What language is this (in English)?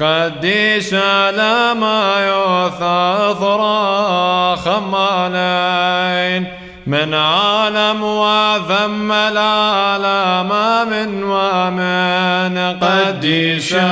Classical Syriac